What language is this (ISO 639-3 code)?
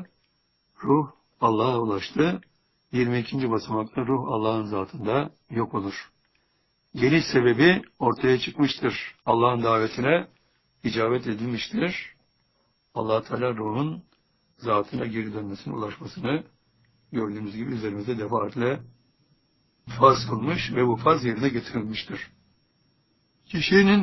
tur